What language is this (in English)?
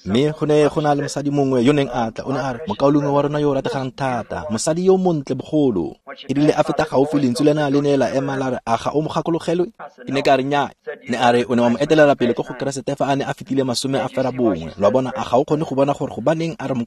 Tswana